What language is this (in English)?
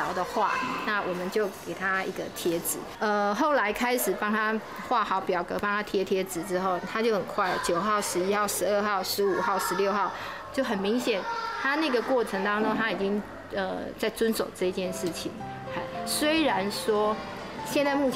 Chinese